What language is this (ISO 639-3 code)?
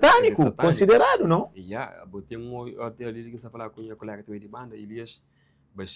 kea